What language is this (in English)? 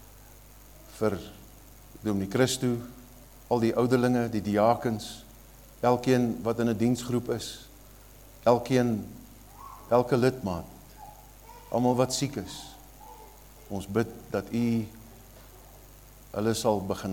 Afrikaans